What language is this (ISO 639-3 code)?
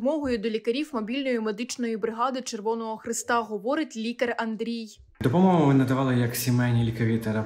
ukr